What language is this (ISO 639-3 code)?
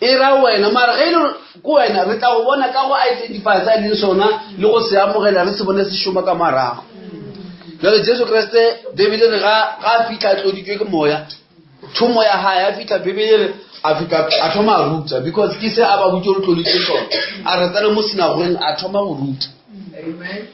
nso